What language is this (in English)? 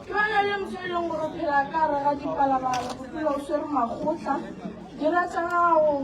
Northern Sotho